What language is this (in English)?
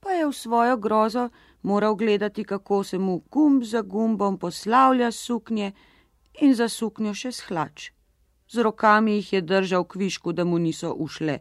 Slovenian